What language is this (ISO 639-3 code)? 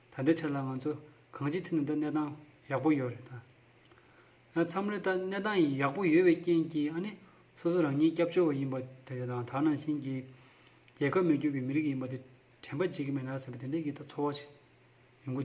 bod